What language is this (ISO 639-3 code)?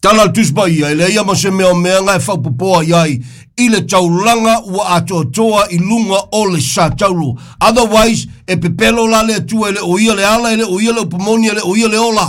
smo